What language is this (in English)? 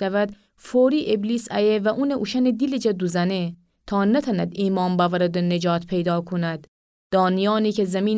Gilaki